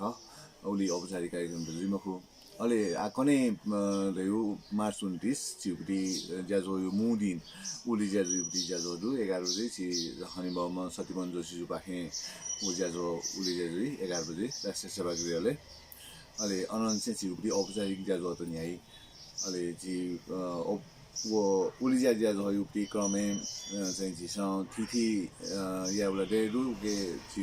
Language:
Newari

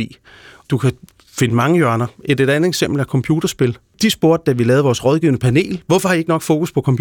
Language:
Danish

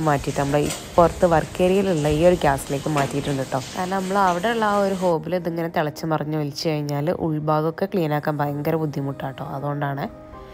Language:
Malayalam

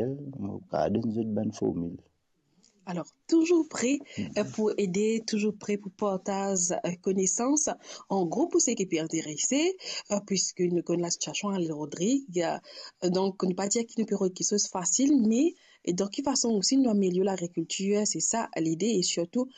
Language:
Morisyen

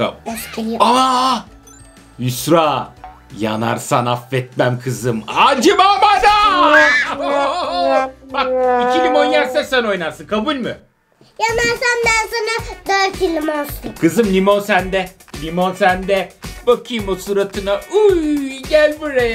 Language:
Turkish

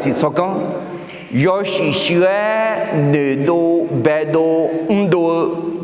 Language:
Akha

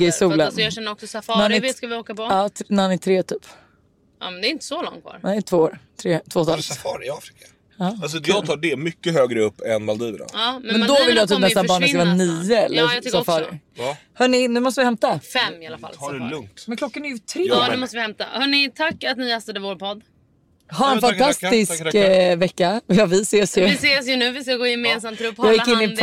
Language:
Swedish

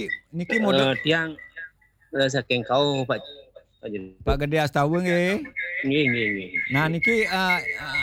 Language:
Balinese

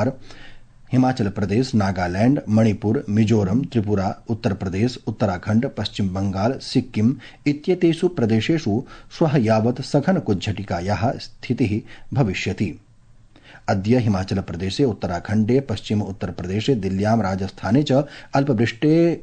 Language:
Sanskrit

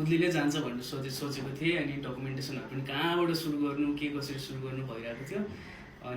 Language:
Nepali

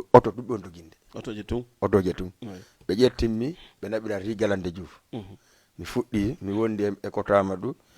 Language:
Fula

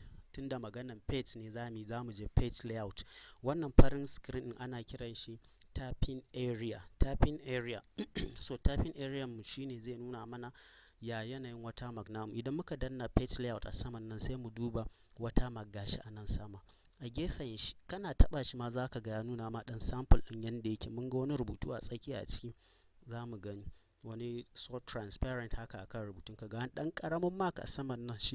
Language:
Hausa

